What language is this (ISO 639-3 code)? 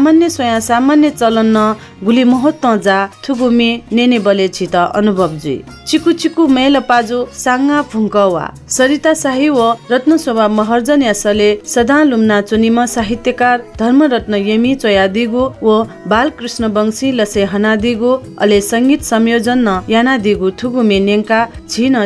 new